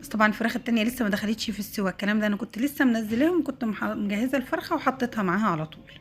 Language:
Egyptian Arabic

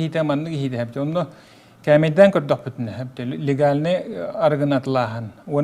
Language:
Yakut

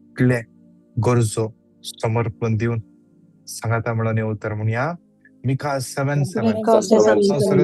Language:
Konkani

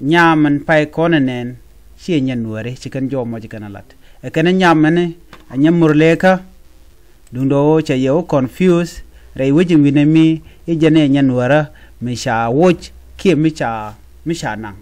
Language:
Nuer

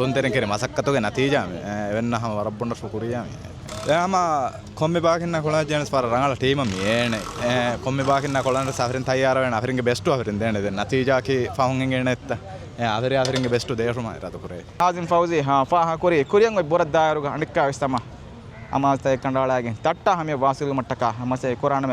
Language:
Divehi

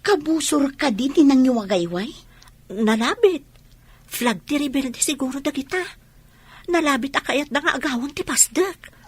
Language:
Iloko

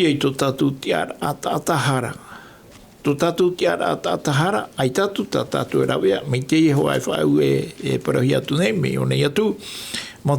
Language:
Tahitian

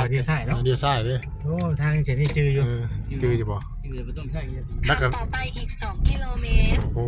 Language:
Northeastern Thai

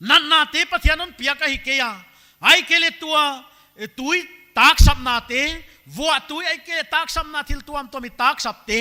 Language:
Paite Chin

